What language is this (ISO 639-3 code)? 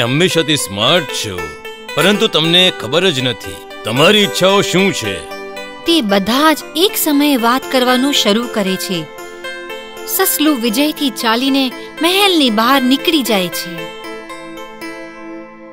guj